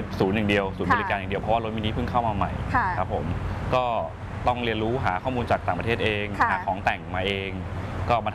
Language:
Thai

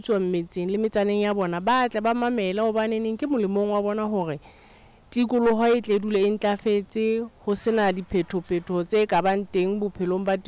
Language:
Southern Sotho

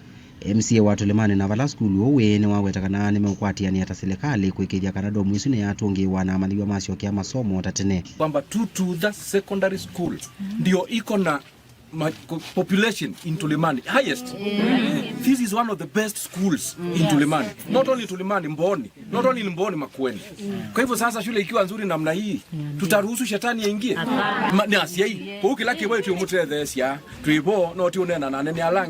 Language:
Kamba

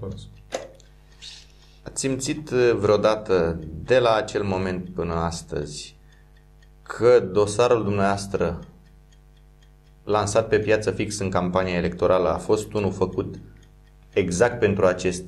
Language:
Romanian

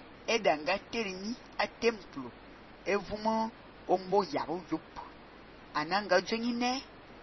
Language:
Fang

